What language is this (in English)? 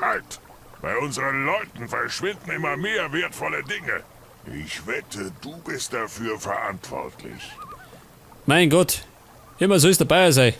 Bavarian